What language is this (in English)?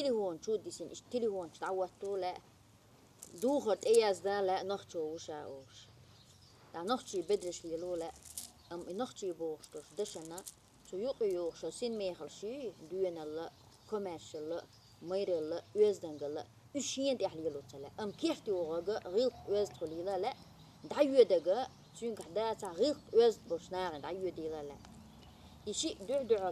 Chechen